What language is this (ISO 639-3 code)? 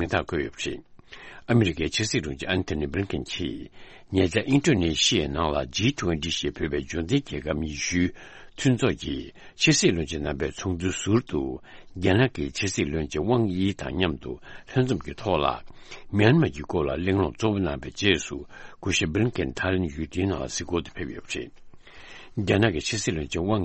bod